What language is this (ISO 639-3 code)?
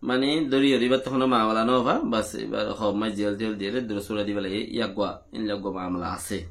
rhg